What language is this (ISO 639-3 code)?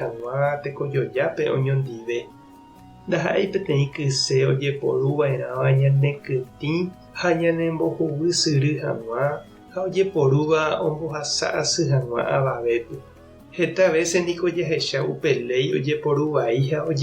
grn